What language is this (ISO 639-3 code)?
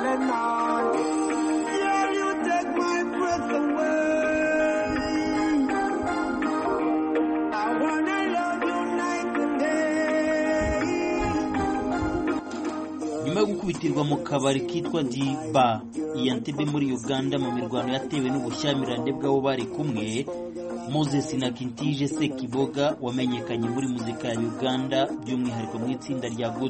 kin